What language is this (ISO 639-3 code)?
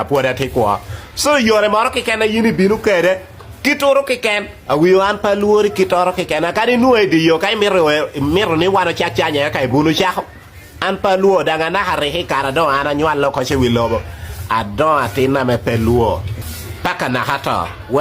ach